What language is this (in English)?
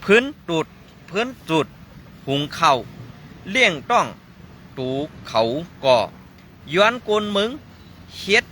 Shan